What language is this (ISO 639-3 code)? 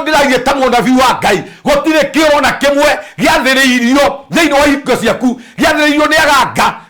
kik